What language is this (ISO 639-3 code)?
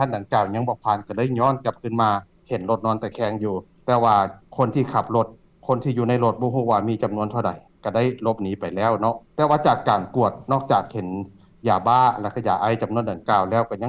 lao